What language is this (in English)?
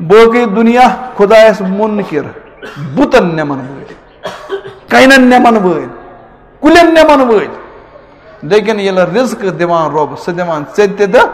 Kashmiri